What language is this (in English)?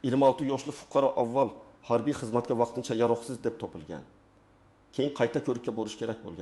Uzbek